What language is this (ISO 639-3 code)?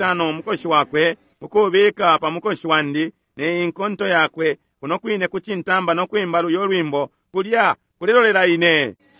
bem